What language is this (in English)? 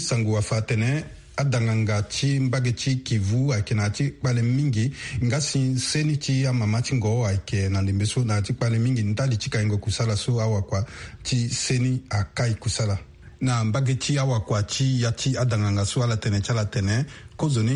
Sango